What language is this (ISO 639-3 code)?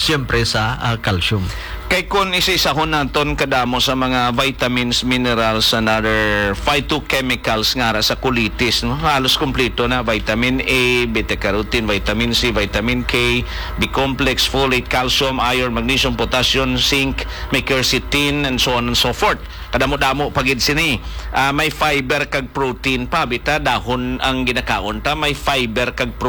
hil